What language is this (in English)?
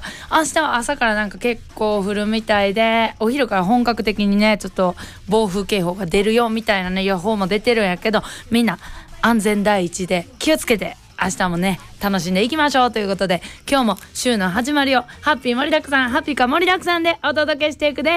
Japanese